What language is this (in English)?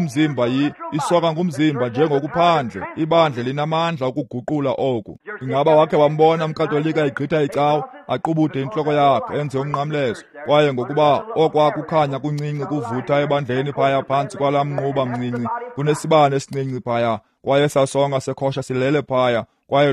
Xhosa